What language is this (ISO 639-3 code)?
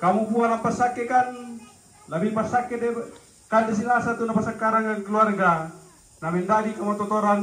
sda